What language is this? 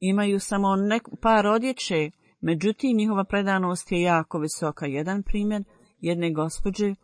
Bosnian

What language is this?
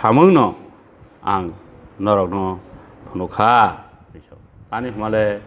Kok Borok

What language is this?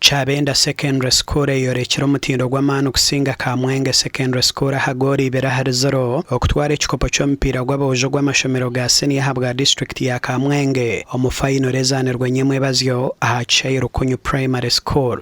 Nyankole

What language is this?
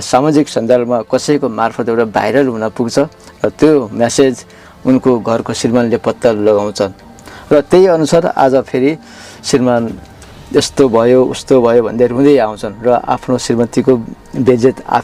Nepali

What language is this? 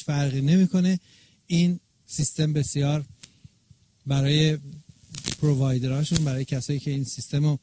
Persian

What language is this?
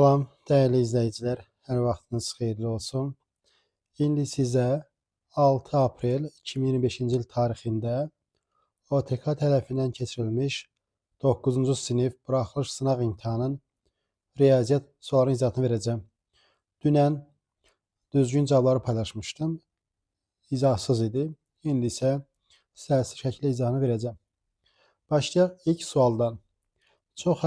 Azerbaijani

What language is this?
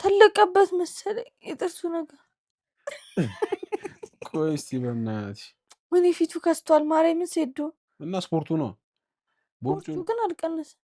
Amharic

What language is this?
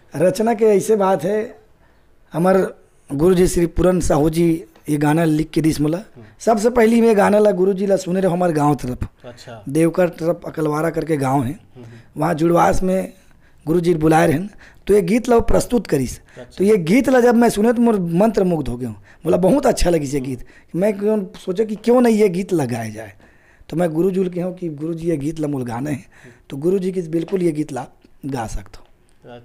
Chhattisgarhi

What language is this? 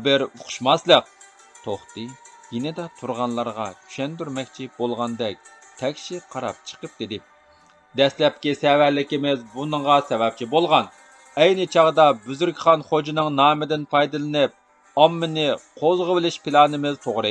Uyghur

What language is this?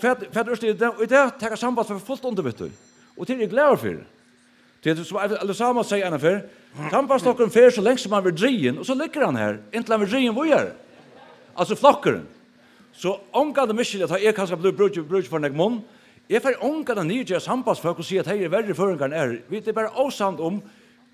Faroese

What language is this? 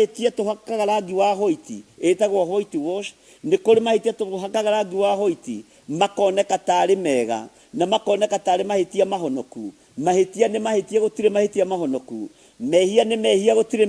Kikuyu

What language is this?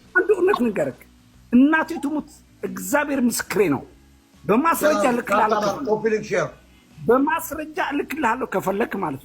Amharic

